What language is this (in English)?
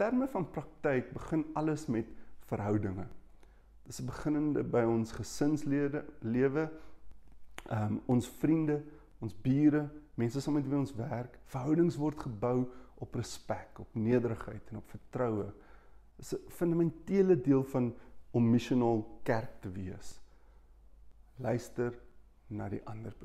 Afrikaans